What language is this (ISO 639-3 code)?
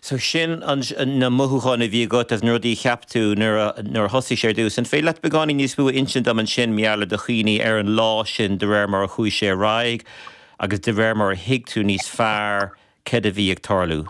gle